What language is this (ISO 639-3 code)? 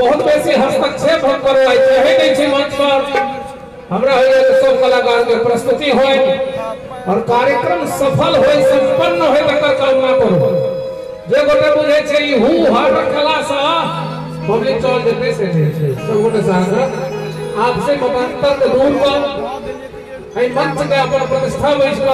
mai